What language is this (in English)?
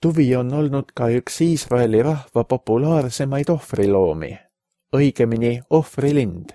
Estonian